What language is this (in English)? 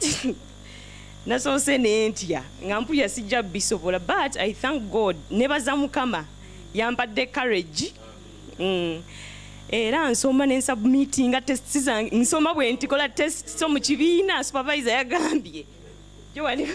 Ganda